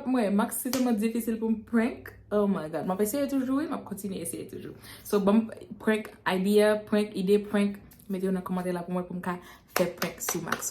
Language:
Haitian Creole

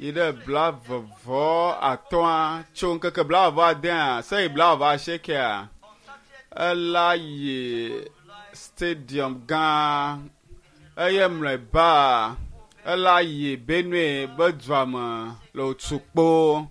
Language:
Ewe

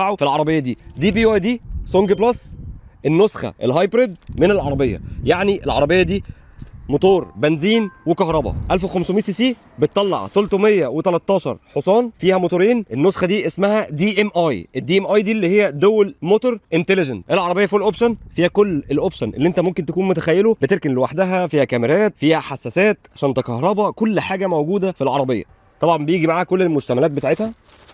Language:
Egyptian Arabic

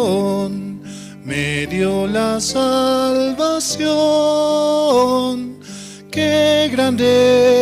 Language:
Aymara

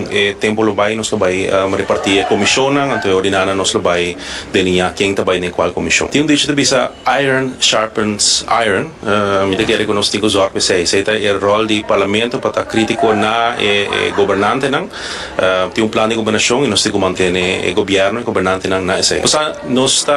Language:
Papiamento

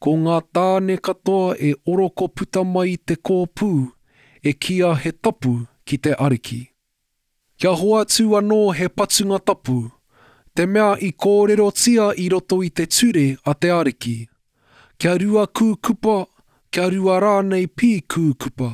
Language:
Māori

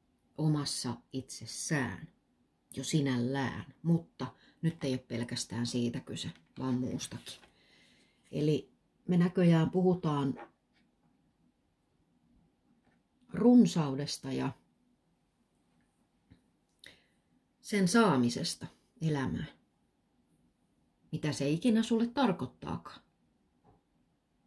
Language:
Finnish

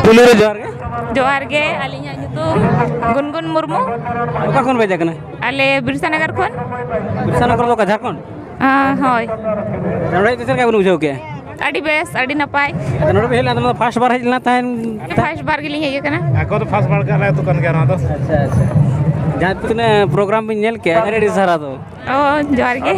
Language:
Santali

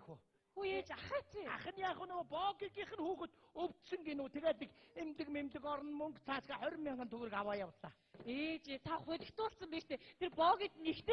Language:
Mongolian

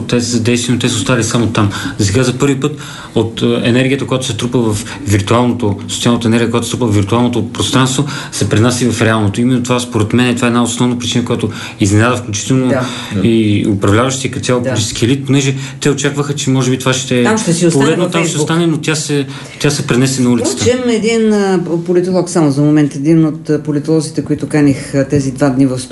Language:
Bulgarian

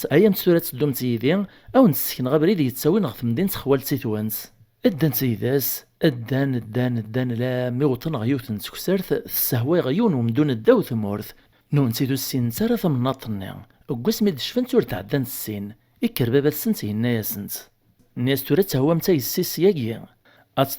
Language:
Kabyle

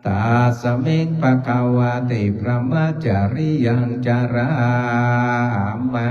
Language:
Pali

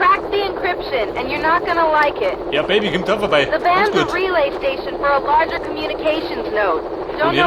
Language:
Bavarian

